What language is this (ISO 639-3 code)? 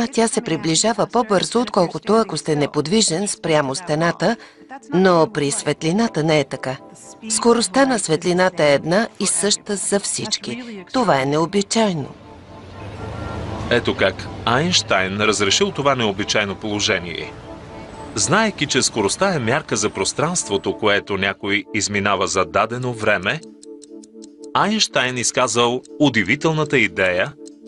bul